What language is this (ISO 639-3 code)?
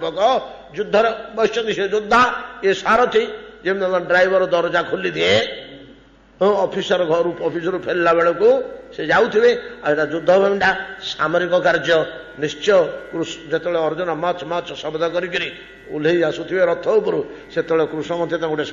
ori